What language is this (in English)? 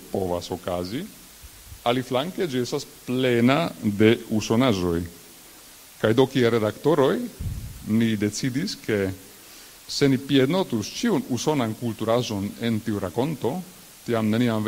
Esperanto